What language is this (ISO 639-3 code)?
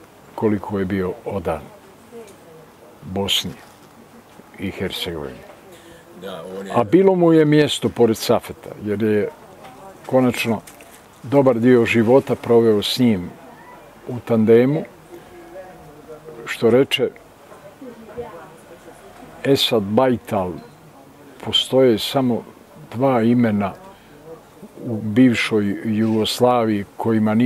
bos